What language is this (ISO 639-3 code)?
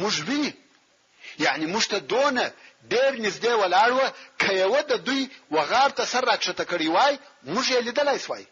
pus